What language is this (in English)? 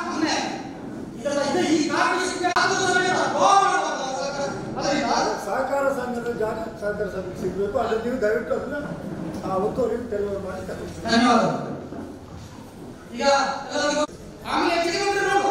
Kannada